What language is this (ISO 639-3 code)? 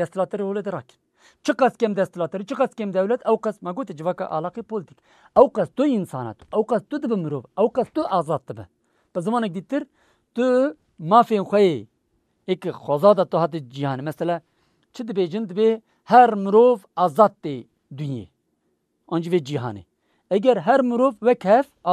kur